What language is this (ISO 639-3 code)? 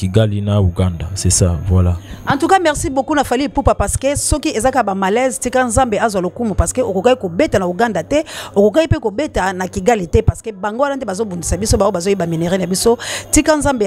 lin